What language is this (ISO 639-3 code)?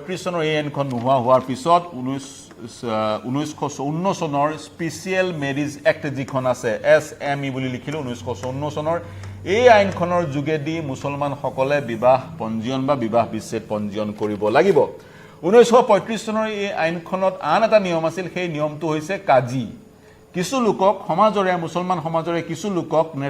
asm